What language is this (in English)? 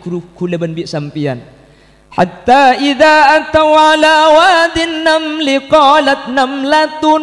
Madurese